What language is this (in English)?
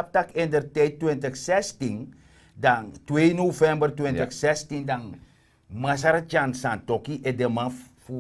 Sranan Tongo